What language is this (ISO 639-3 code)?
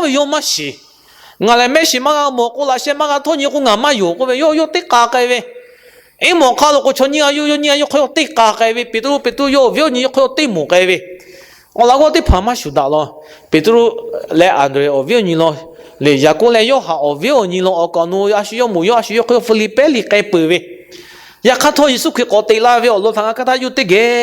lhu